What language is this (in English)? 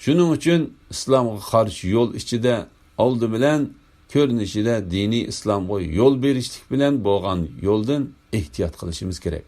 Uyghur